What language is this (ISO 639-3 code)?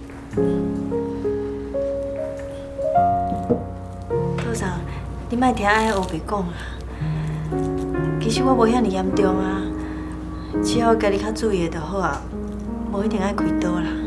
nan